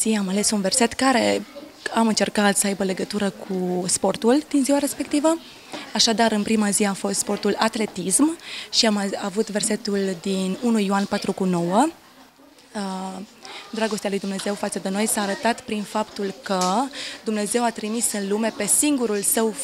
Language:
Romanian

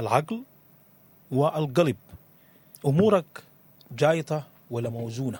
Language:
Sudanese Arabic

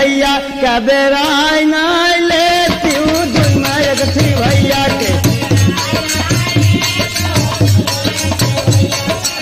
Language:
Bhojpuri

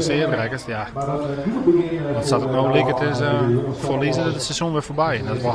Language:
Western Frisian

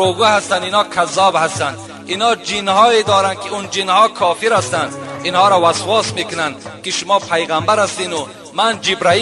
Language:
Tajik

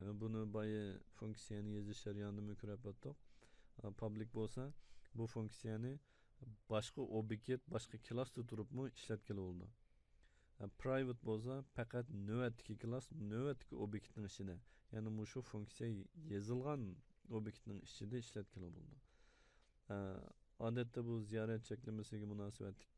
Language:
Uyghur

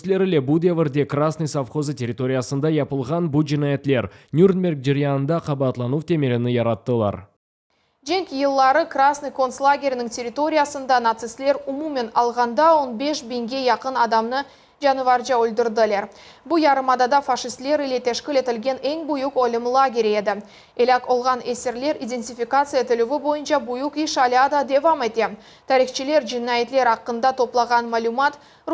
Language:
Crimean Tatar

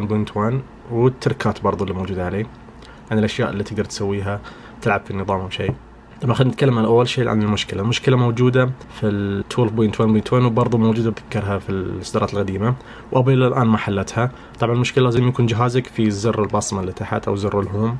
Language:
Najdi Arabic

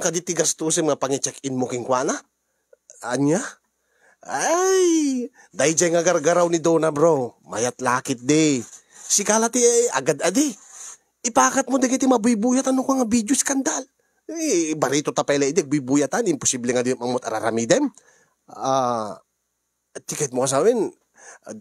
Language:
Iloko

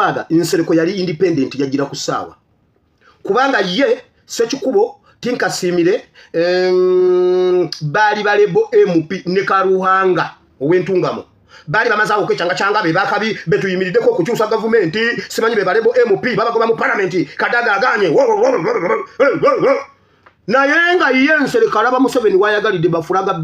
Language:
Ganda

